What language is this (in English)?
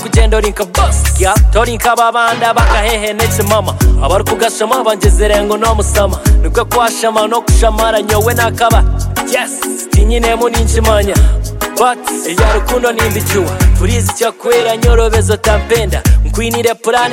Kinyarwanda